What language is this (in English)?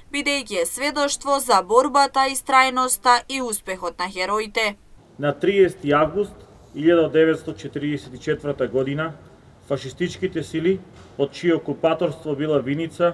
Macedonian